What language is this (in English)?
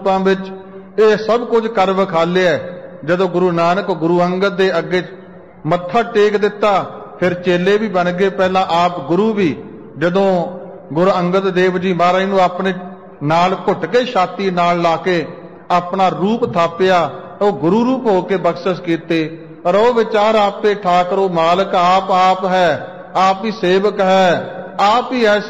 Punjabi